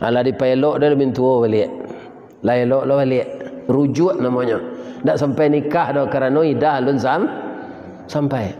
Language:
Minangkabau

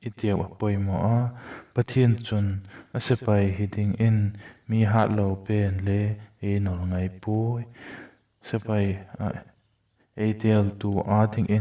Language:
Vaiphei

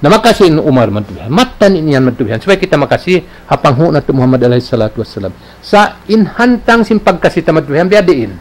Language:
Tausug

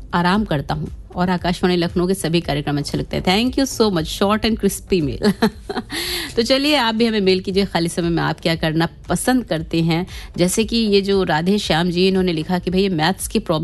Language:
Hindi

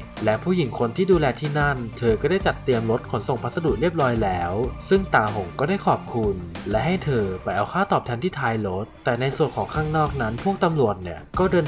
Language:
Thai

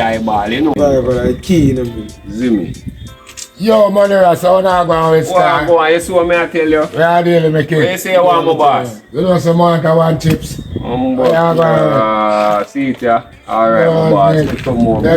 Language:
Jamaican Creole English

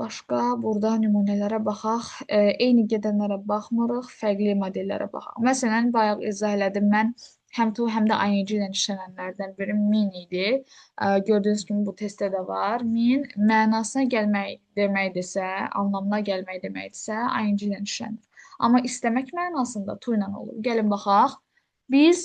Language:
Azerbaijani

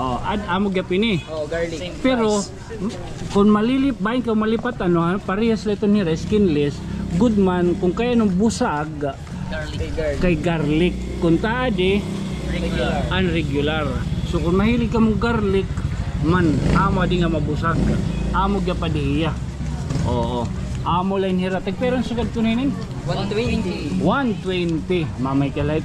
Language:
Waray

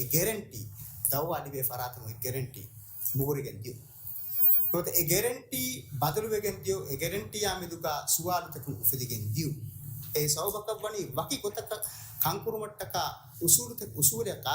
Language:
Divehi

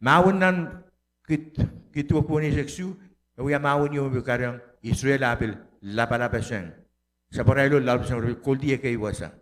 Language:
Pohnpeian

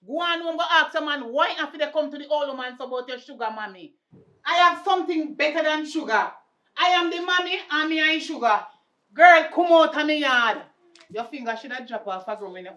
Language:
Jamaican Creole English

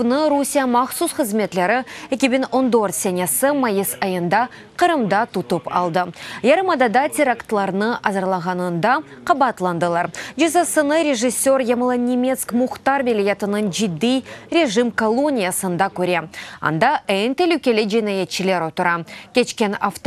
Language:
Crimean Tatar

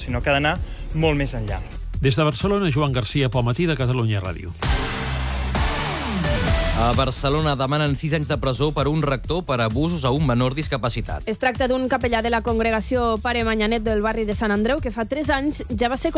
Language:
Catalan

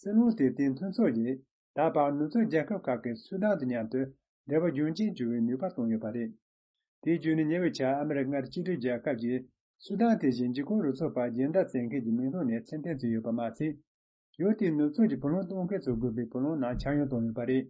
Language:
Tibetan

